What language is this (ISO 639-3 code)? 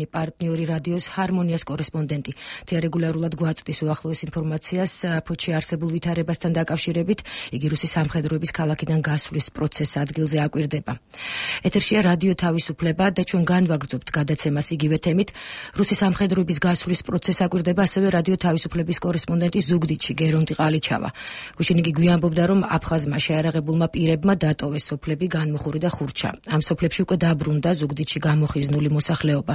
kat